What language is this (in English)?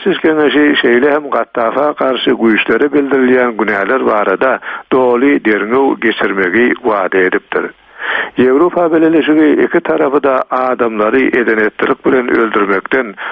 Turkmen